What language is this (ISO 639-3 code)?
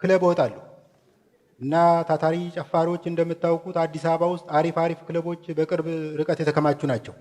amh